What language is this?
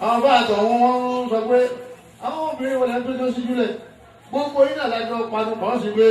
Yoruba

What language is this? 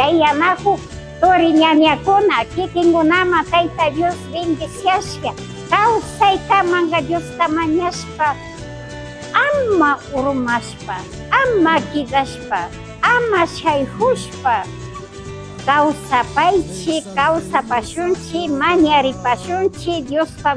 Imbabura Highland Quichua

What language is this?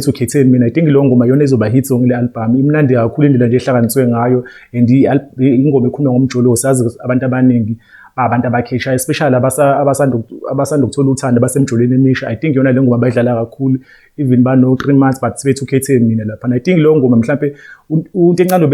Zulu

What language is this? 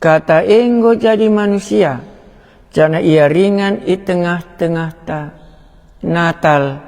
Batak Karo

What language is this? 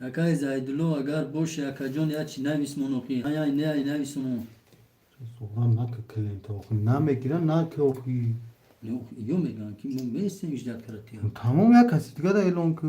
Tajik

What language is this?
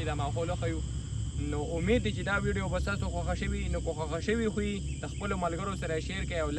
Pashto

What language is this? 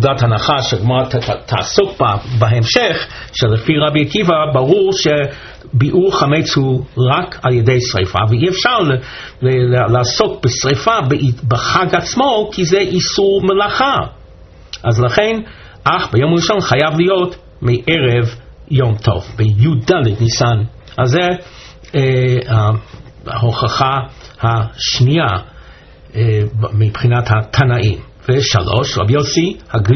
Hebrew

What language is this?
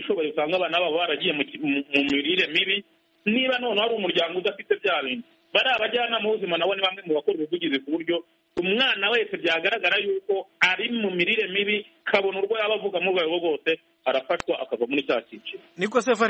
Kinyarwanda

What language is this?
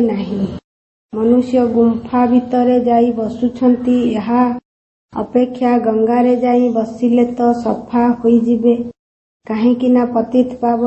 Odia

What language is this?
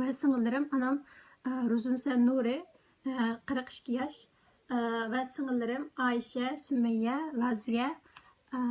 Uyghur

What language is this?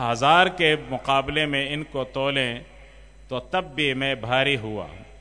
Urdu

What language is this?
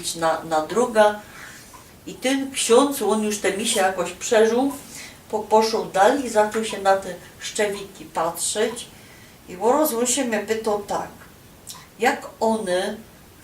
Silesian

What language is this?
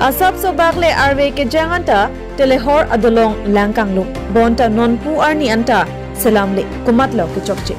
Karbi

